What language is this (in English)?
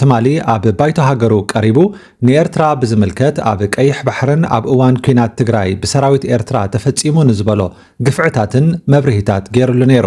Tigrinya